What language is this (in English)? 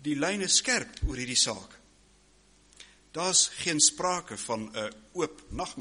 Afrikaans